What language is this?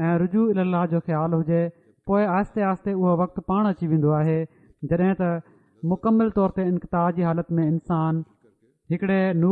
Sindhi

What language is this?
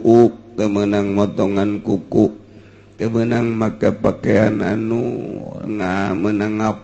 Sundanese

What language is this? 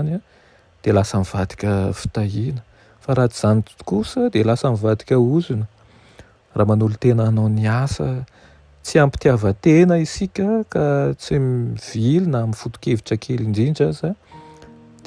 Malagasy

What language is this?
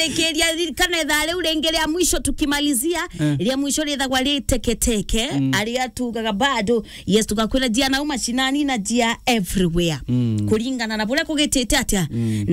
Meru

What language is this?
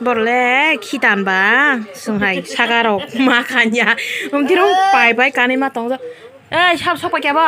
Kok Borok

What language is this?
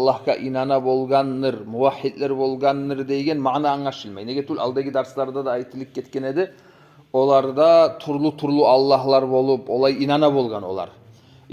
Kumyk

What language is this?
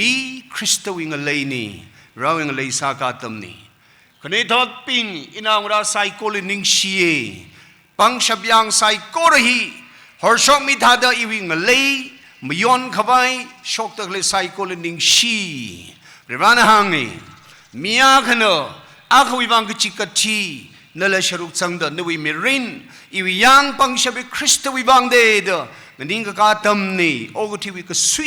Tangkhul Naga (India)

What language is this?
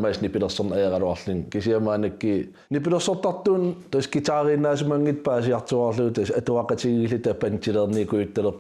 Kalaallisut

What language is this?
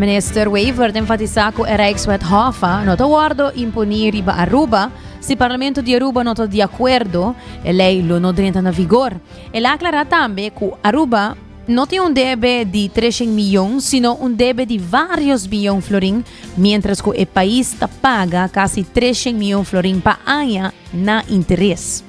Papiamento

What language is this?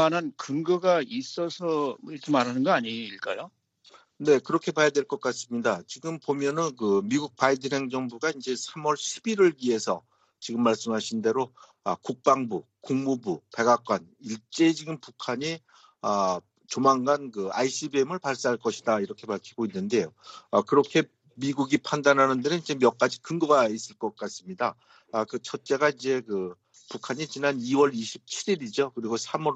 Korean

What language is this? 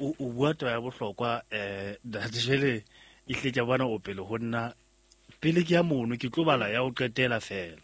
Southern Sotho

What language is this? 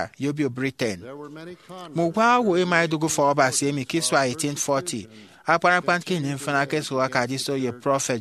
Efik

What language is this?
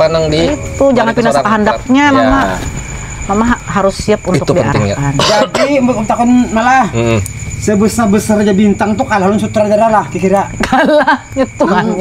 Banjar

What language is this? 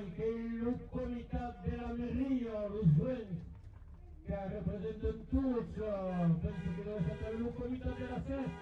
Occitan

